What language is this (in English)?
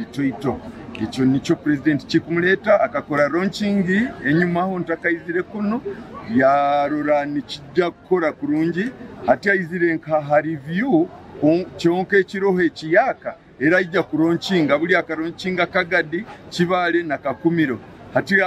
Nyankole